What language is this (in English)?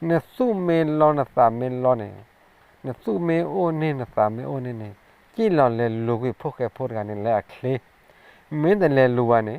S'gaw Karen